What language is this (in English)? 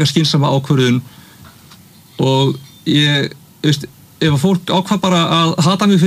Icelandic